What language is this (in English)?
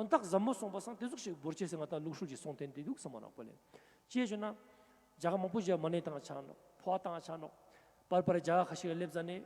Ladakhi